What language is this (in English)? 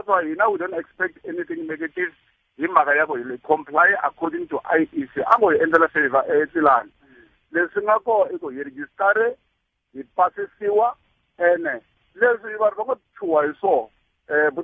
Tsonga